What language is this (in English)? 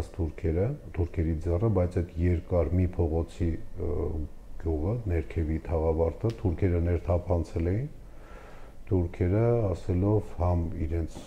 Armenian